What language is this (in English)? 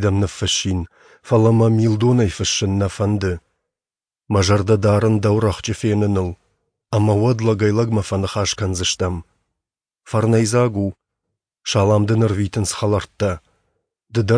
Ossetic